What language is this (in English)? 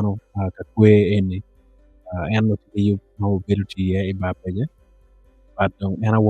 Acoli